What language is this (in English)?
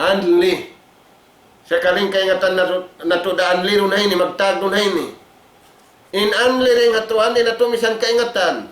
Tausug